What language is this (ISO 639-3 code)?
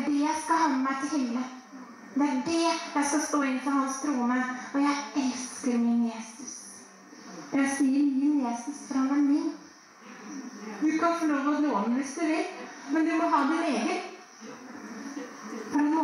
nor